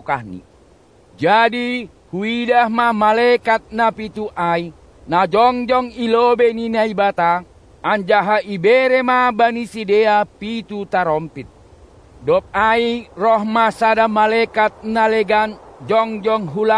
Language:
Batak Simalungun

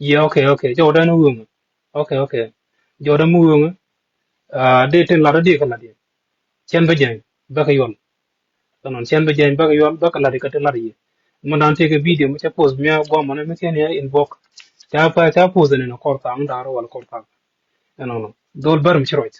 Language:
Nuer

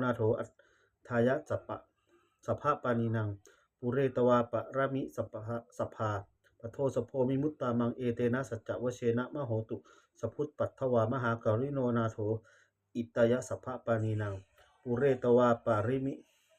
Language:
Pali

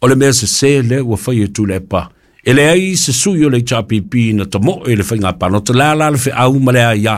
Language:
Samoan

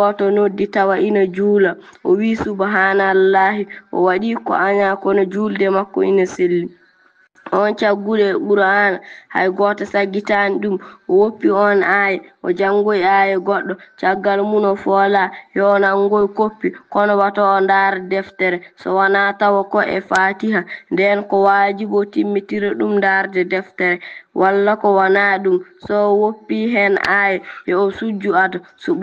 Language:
Fula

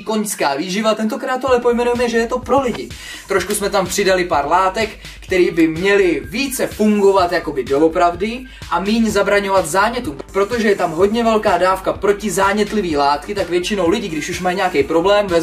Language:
Czech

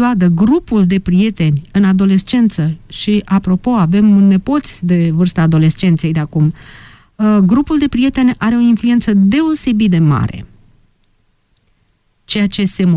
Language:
Romanian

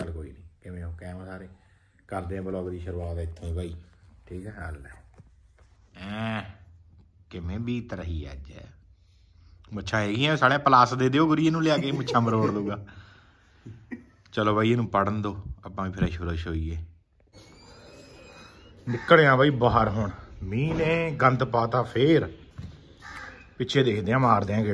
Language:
Punjabi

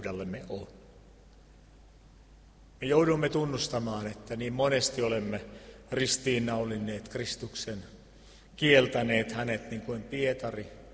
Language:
Finnish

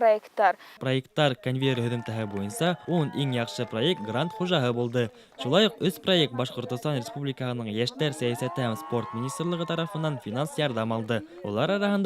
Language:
Bashkir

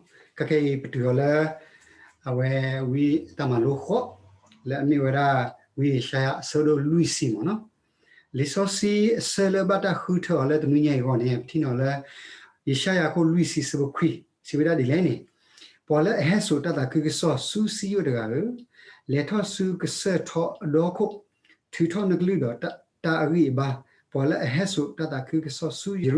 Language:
S'gaw Karen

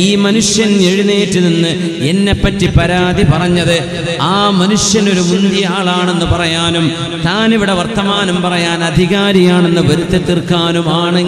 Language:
Malayalam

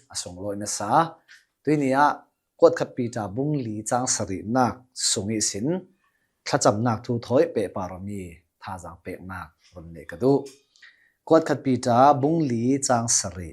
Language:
Hakha Chin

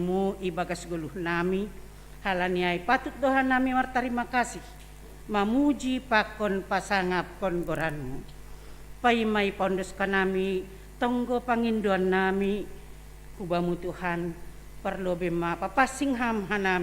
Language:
Batak Simalungun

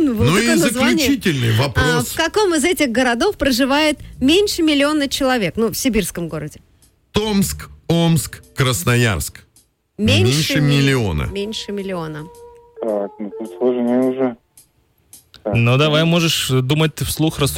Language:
Russian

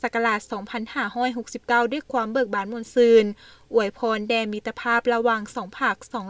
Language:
Lao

